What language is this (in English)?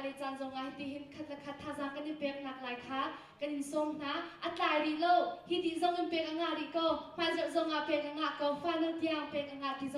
Hakha Chin